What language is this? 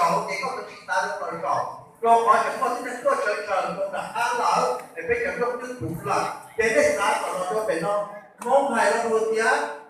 Hmong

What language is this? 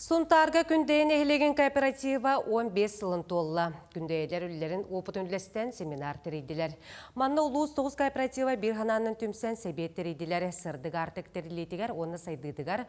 Yakut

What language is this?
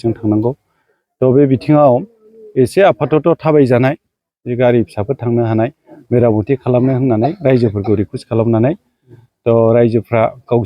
Bodo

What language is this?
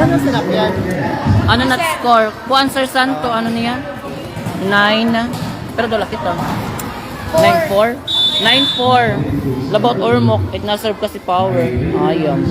Waray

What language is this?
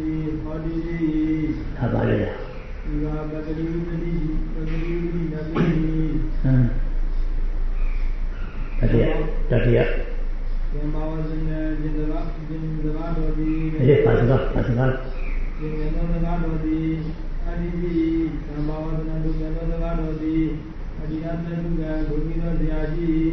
Burmese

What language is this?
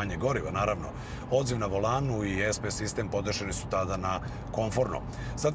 Serbian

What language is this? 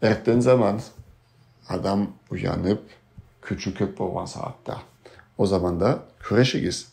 Karachay-Balkar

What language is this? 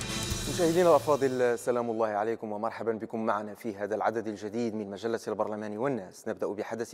Moroccan Arabic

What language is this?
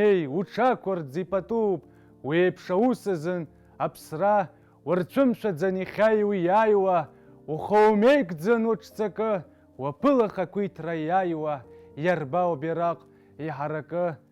Abkhazian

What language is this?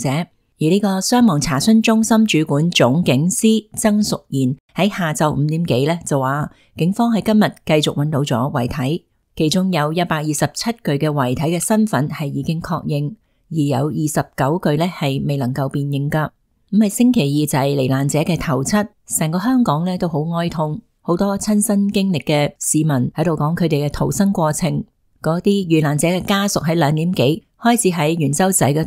Cantonese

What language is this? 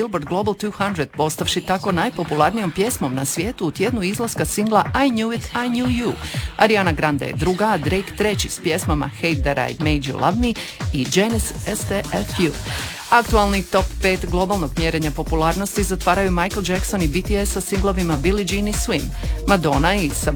Croatian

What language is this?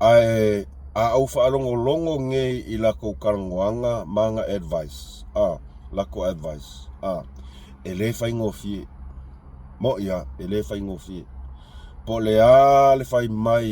Samoan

